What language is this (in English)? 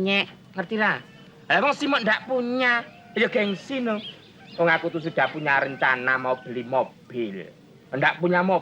Betawi